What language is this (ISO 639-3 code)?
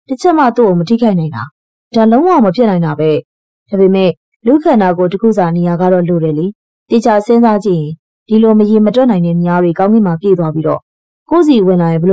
mya